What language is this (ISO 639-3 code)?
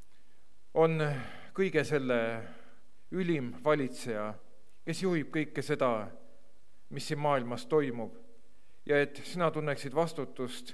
est